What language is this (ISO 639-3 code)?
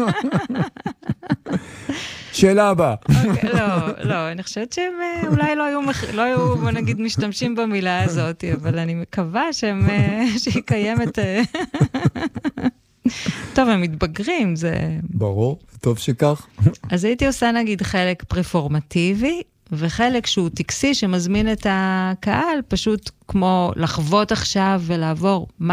heb